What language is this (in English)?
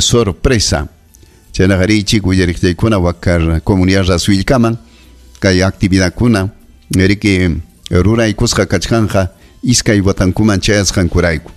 Ayacucho Quechua